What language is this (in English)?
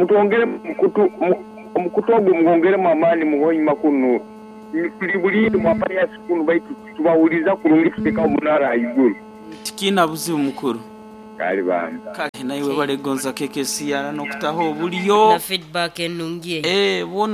Nyoro